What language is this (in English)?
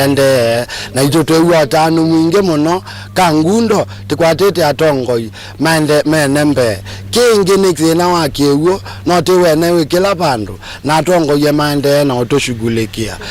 Kamba